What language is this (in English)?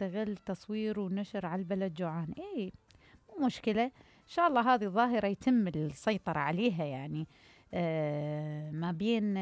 Mesopotamian Arabic